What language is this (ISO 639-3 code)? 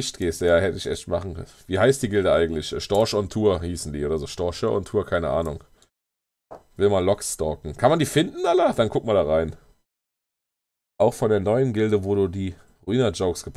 deu